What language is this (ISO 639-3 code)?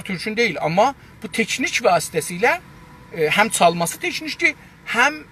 azb